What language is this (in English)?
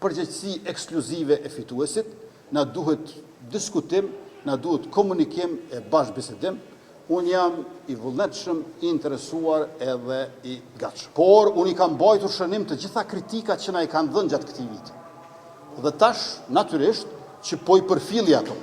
Albanian